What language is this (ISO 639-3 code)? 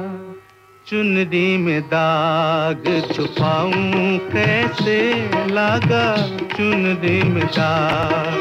hin